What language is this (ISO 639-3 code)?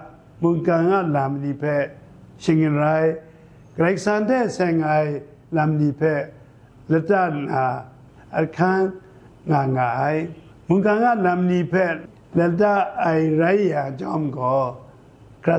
kac